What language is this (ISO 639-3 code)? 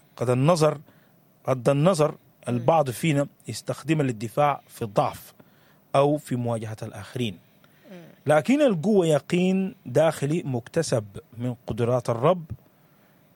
apd